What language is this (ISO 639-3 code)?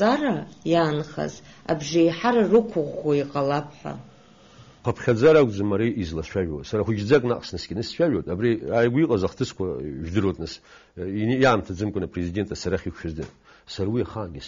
abk